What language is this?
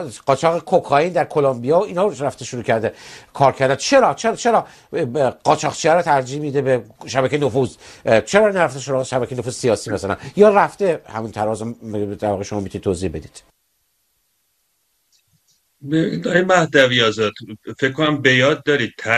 Persian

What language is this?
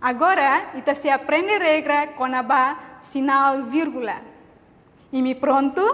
Tetum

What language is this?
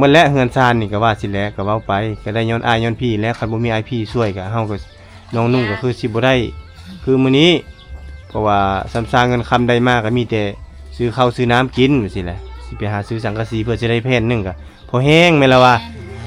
Lao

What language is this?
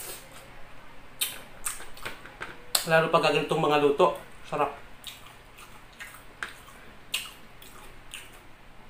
Filipino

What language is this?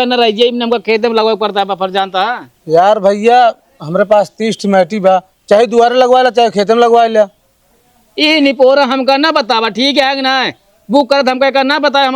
Awadhi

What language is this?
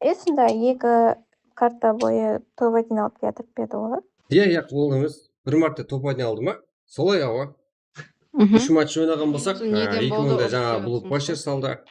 Kara-Kalpak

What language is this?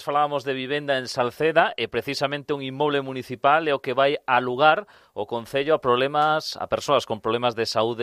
Galician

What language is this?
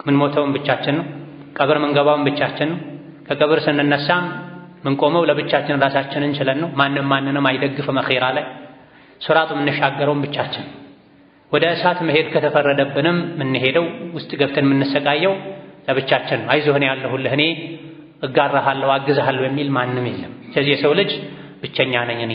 Amharic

